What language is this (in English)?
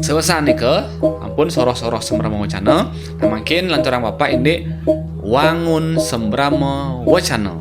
Balinese